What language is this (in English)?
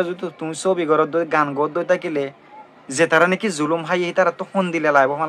Rohingya